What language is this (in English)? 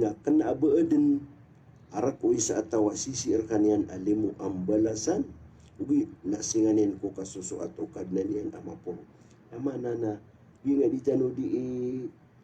Maranao